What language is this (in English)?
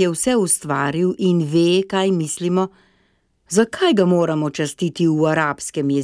Slovenian